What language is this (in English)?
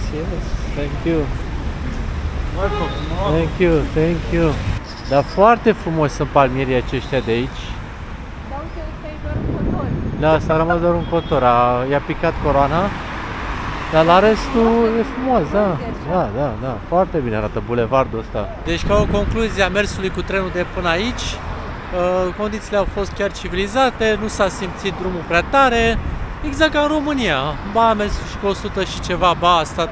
Romanian